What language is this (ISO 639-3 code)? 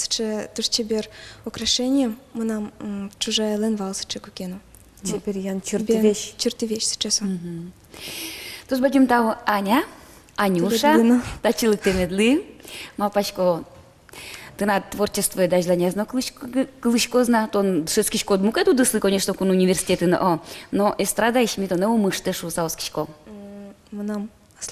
udm